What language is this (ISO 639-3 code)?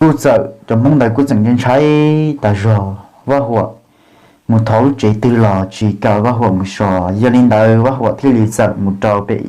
hmn